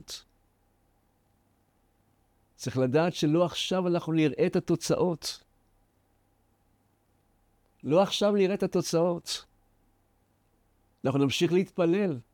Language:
Hebrew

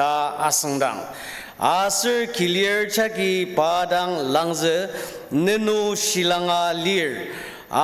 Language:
Ao Naga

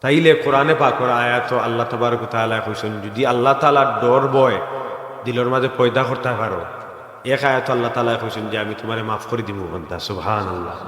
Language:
Sylheti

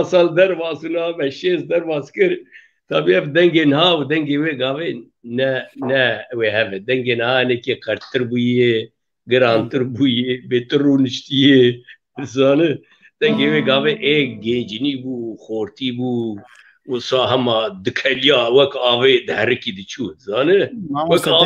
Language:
Kurdish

